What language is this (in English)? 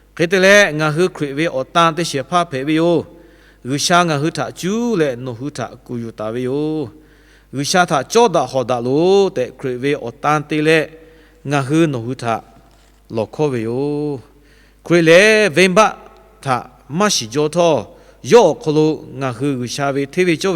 Lahu